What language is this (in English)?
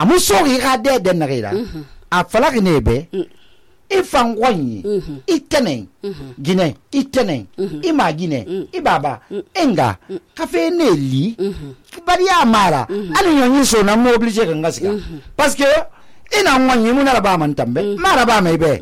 Susu